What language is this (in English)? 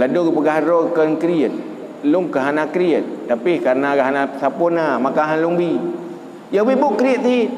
Achinese